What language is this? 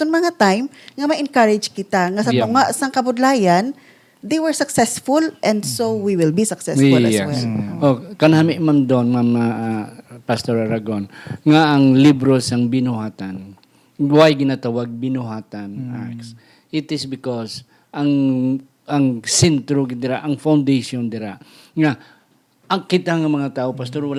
Hiligaynon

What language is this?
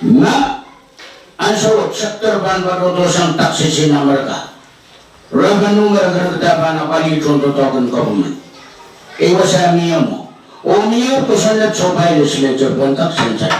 Pohnpeian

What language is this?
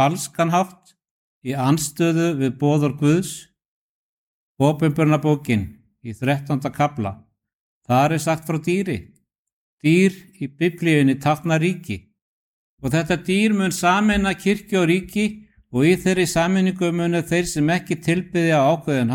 Icelandic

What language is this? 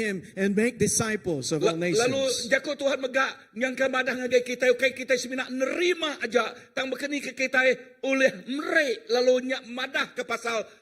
Iban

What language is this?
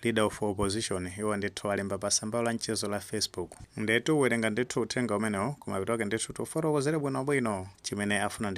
Nyanja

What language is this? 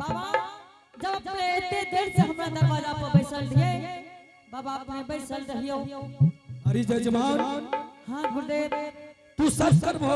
Angika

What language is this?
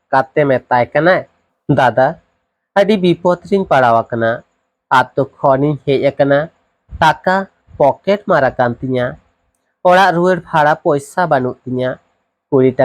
Santali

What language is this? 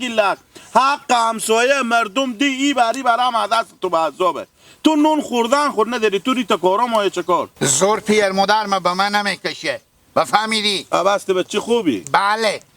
Hazaragi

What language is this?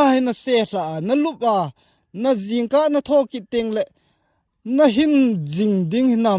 Thado Chin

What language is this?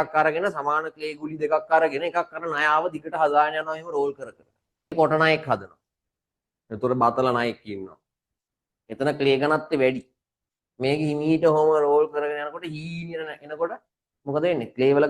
Sinhala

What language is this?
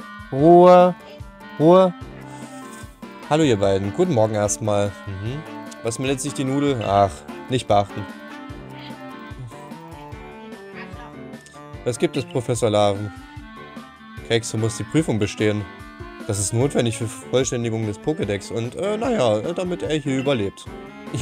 German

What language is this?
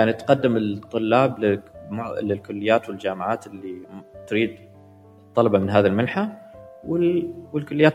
Gulf Arabic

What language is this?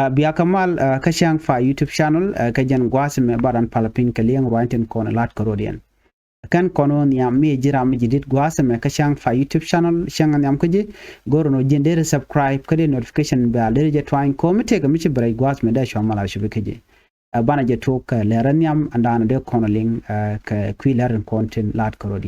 Nuer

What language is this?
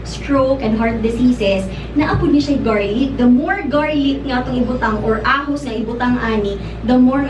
Cebuano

